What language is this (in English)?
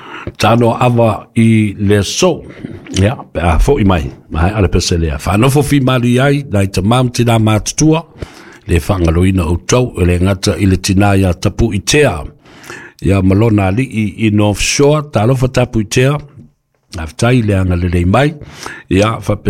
Samoan